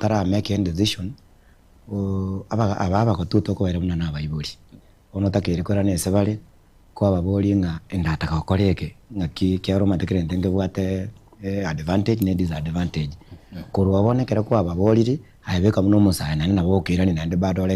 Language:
Gusii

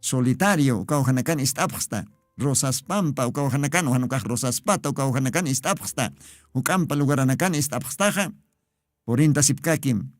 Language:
Aymara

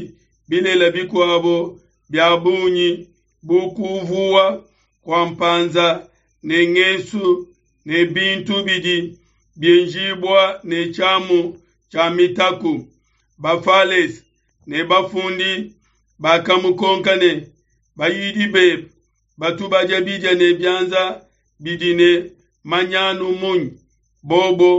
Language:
Luba-Lulua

